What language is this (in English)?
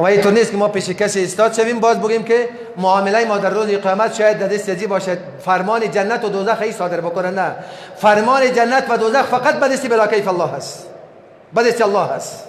Persian